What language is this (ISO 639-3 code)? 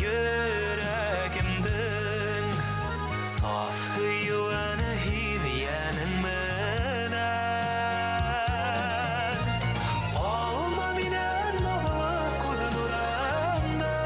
bak